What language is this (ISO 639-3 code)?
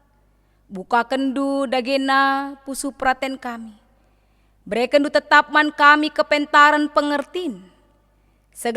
btx